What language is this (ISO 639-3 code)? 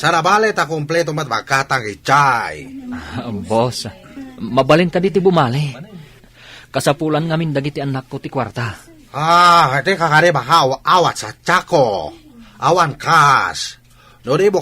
ilo